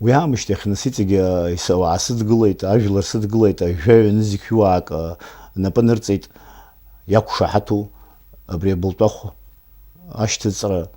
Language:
Abkhazian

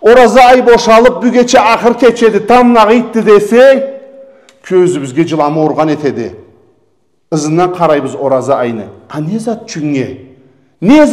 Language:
Karachay-Balkar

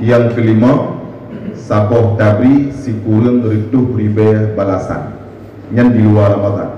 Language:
Achinese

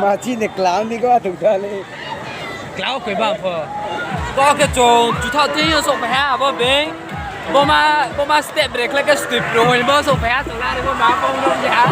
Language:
Riang (India)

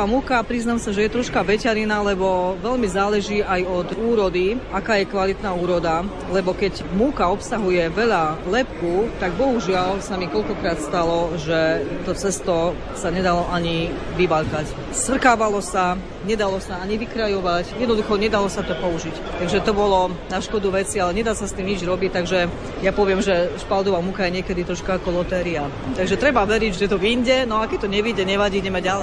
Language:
Slovak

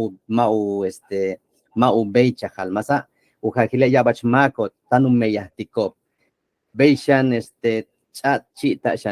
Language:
Yucateco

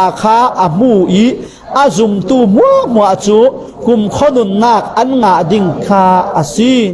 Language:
Falam Chin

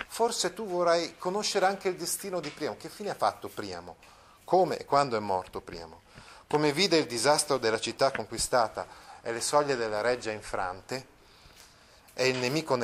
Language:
Italian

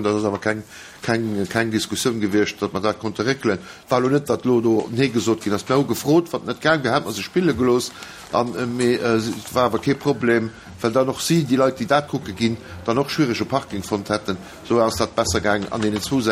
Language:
Luxembourgish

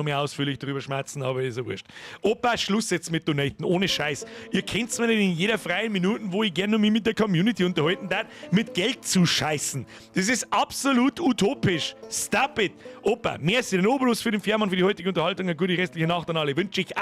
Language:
Bavarian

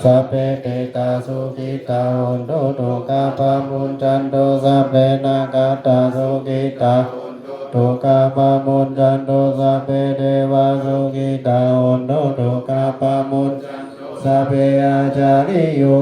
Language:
Pali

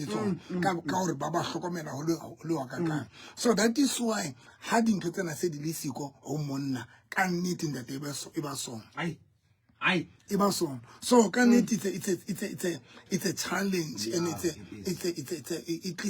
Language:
Southern Sotho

